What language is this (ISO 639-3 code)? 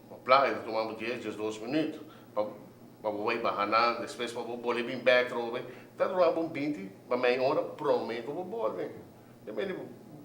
pap